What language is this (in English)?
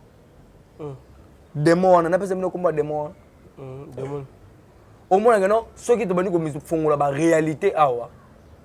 Lingala